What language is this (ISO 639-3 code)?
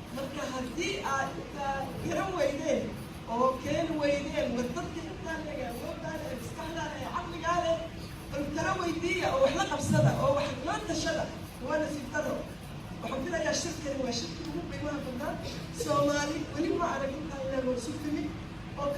som